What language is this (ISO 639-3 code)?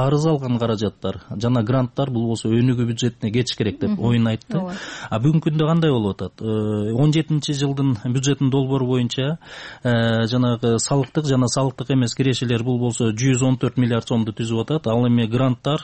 kir